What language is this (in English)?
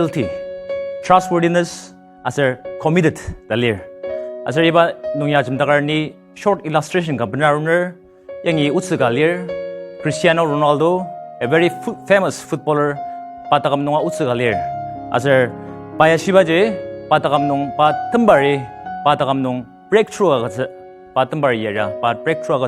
Ao Naga